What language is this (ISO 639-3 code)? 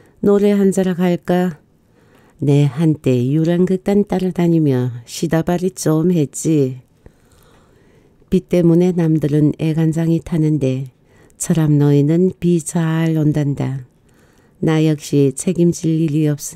kor